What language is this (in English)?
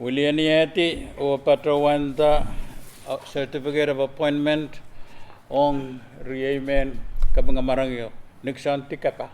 Pohnpeian